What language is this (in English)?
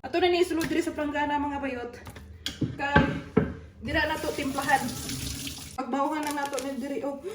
Cebuano